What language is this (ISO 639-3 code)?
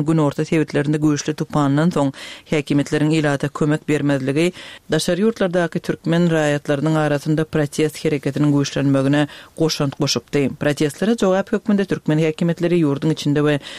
tuk